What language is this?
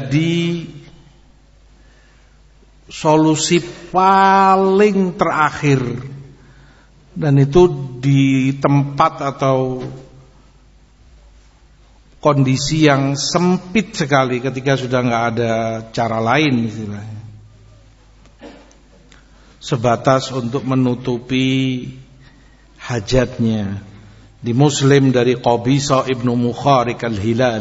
Indonesian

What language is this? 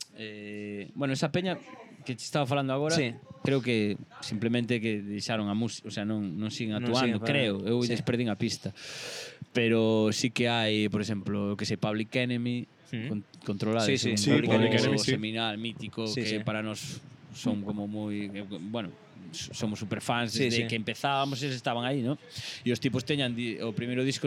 Galician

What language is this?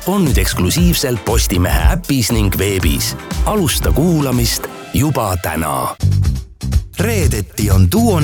Estonian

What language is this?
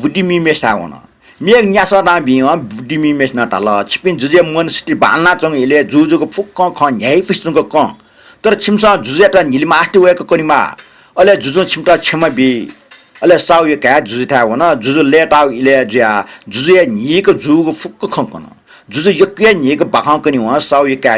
Newari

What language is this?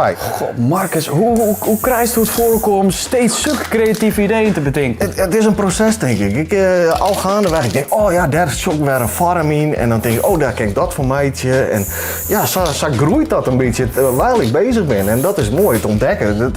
Western Frisian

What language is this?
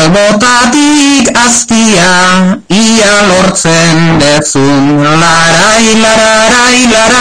Basque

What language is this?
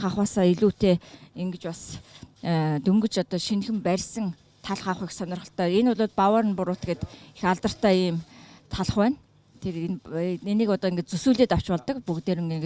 Mongolian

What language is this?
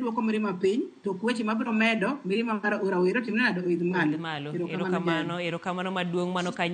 Luo (Kenya and Tanzania)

